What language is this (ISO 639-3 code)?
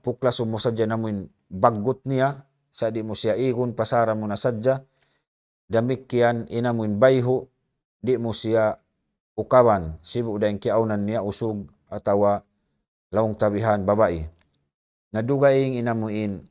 tsg